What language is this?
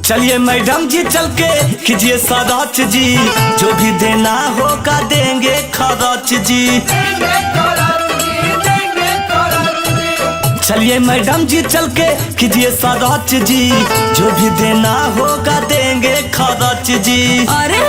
Magahi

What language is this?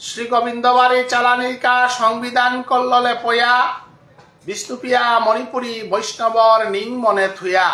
Bishnupriya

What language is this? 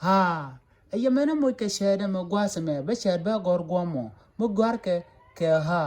Nuer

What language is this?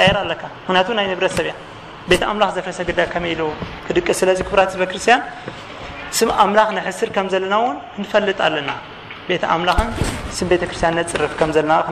Tigrinya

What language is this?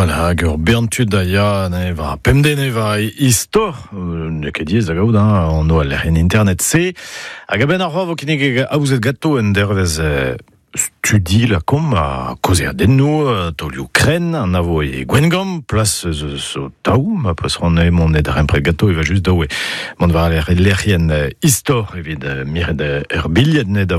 Breton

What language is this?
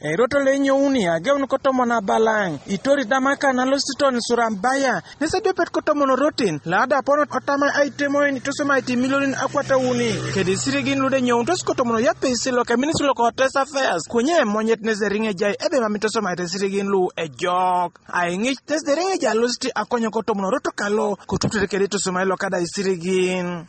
Teso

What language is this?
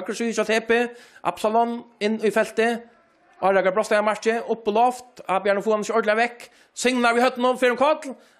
Faroese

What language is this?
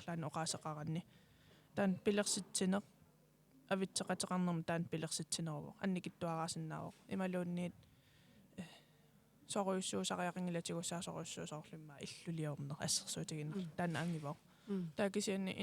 Kalaallisut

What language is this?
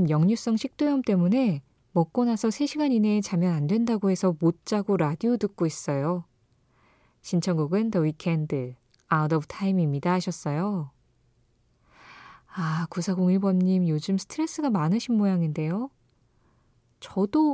Korean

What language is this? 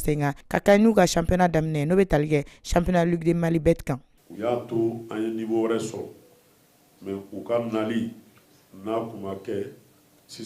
Bambara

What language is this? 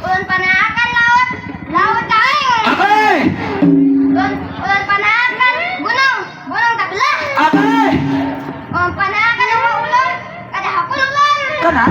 Banjar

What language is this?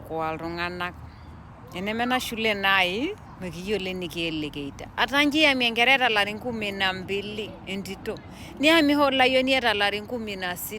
Masai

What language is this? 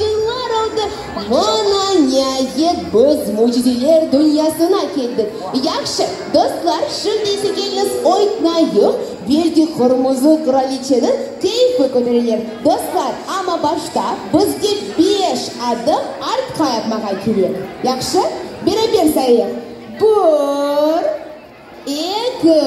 Crimean Tatar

